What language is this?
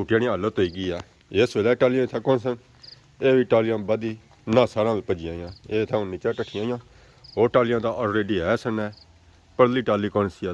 Pahari-Potwari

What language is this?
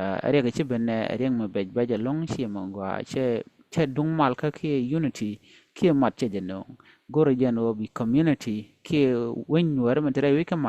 Nuer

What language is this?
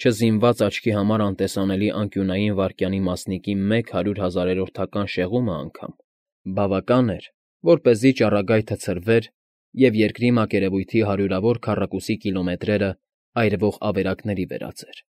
Armenian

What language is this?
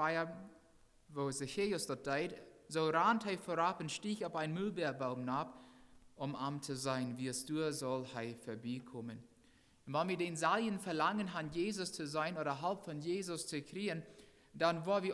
Plautdietsch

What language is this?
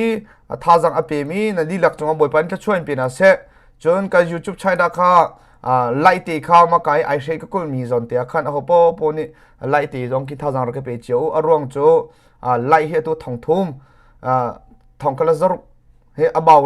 Hakha Chin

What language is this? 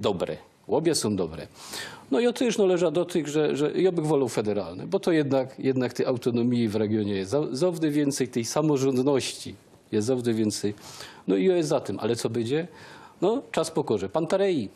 Silesian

